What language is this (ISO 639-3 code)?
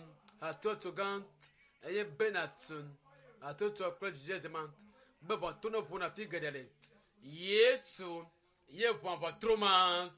ewe